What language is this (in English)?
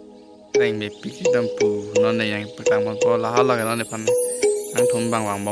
Karbi